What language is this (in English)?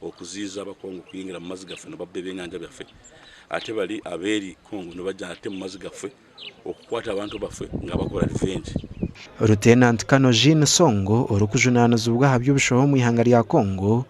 Nyankole